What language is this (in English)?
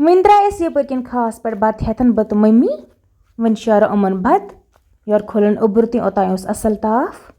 Kashmiri